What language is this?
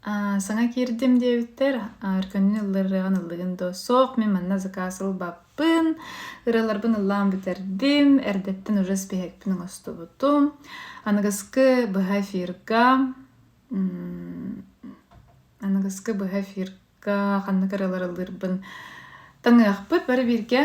Yakut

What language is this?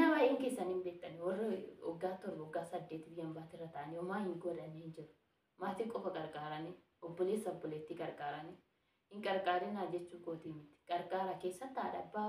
Oromo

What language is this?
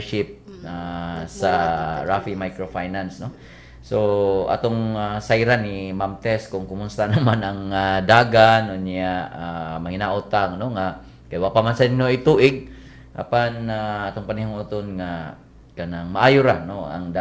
Cebuano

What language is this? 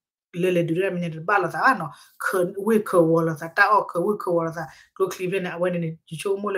S'gaw Karen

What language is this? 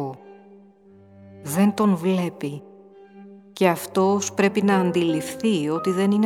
Greek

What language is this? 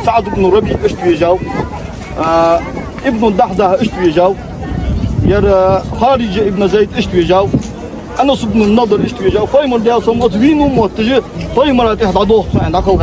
Ingush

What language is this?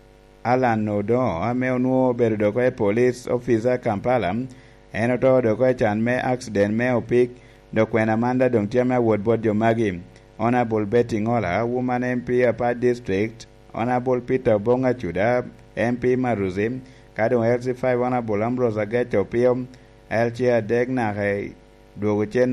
Lango (Uganda)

